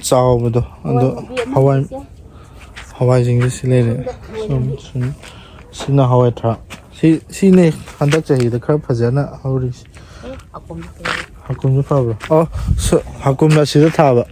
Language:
Manipuri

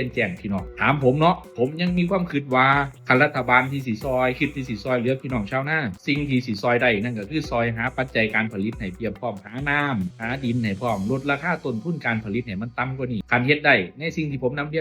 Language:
Northeastern Thai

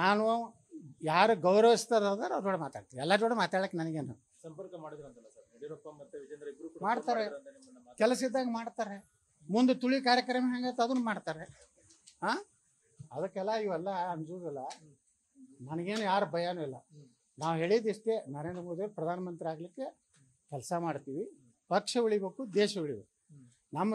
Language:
Kannada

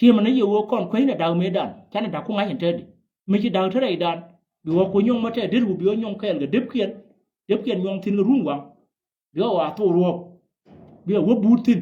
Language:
Nuer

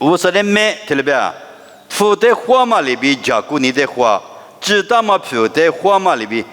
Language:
Lisu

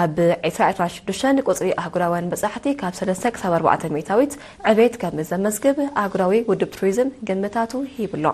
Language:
Tigrinya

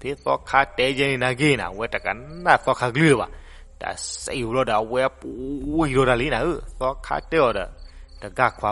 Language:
S'gaw Karen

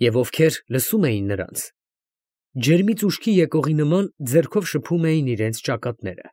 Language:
Armenian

